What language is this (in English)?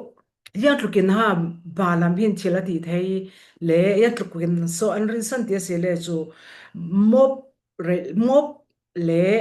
Falam Chin